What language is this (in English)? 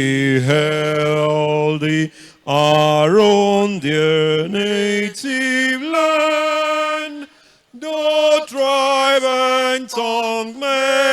Igbo